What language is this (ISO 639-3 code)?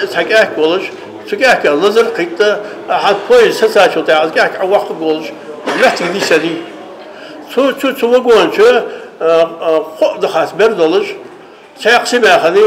inh